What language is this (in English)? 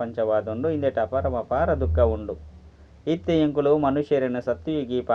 Tulu